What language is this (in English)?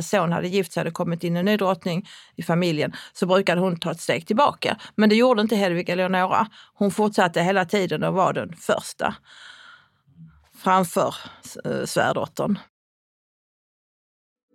Swedish